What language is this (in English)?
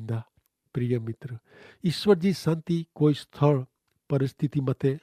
Kachhi